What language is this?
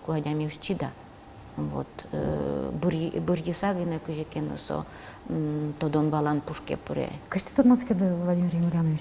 Udmurt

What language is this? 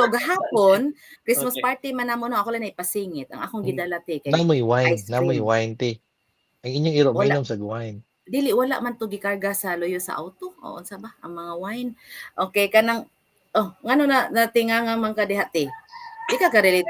Cebuano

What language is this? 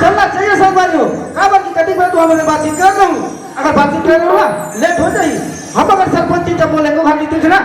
Chhattisgarhi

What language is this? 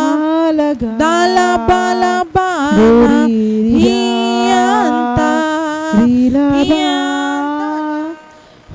Tem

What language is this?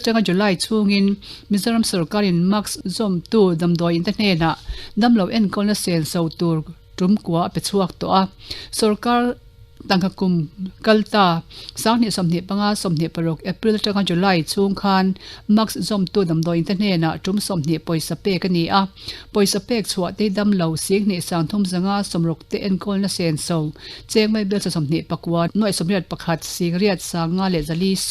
Mizo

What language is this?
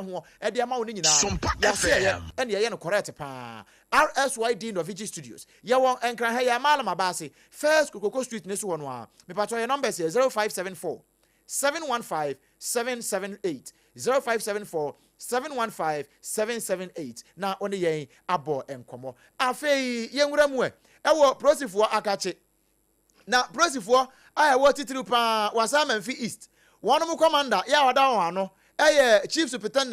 Akan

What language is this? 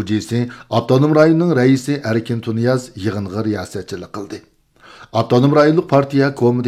Uyghur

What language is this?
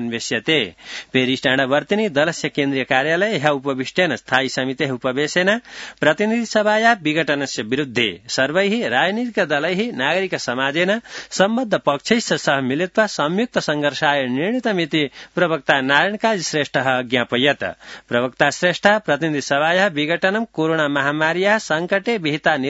Sanskrit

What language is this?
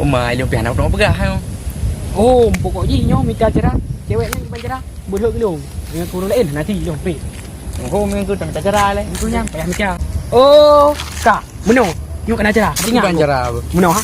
Achinese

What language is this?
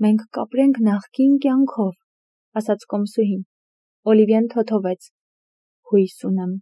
Armenian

